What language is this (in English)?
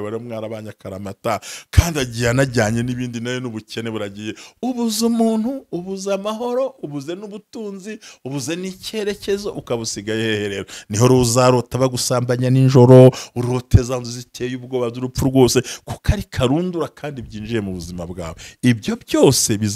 Kinyarwanda